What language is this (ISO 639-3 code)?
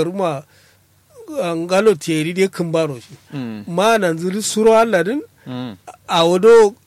kau